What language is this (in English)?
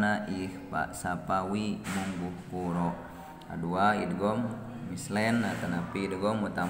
Sundanese